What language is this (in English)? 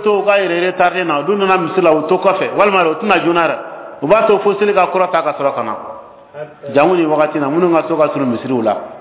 Bambara